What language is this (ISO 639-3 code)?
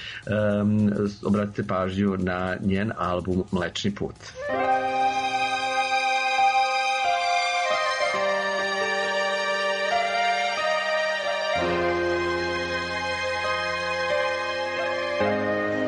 srp